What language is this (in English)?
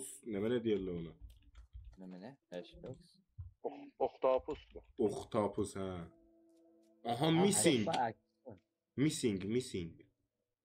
South Azerbaijani